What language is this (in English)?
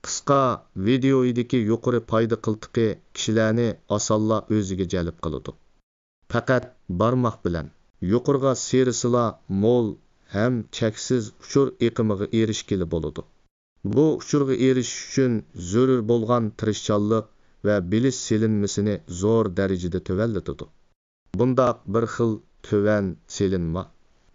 Uyghur